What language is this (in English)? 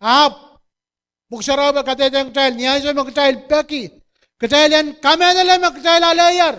Pohnpeian